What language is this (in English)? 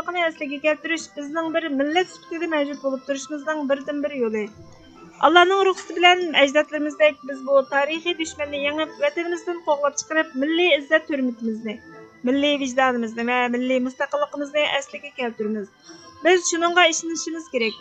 Uyghur